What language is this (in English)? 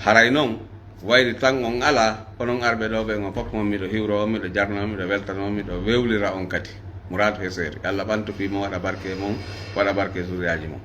Fula